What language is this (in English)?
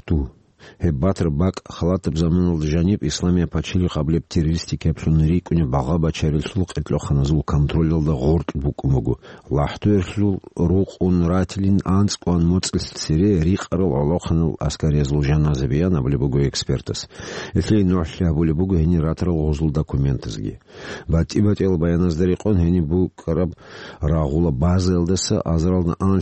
Avaric